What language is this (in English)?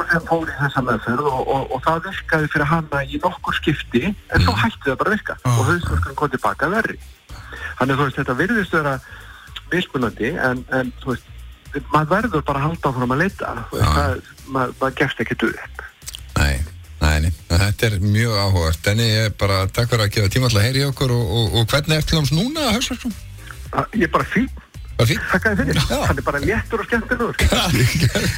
Icelandic